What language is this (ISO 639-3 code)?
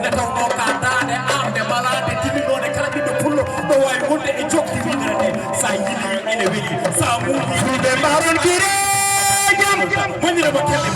ful